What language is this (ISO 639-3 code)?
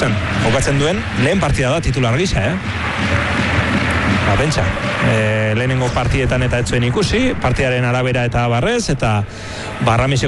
eus